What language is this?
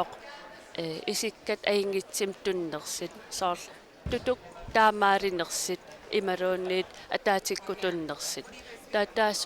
Kalaallisut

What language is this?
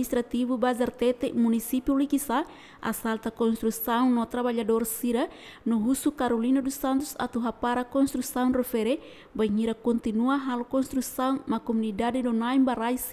Tetum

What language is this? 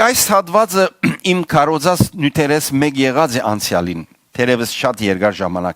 Western Armenian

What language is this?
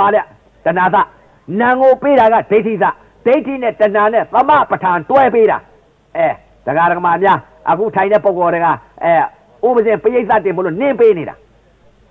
Burmese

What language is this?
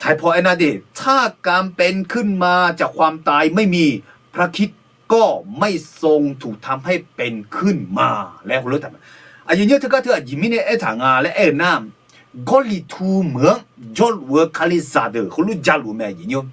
Akha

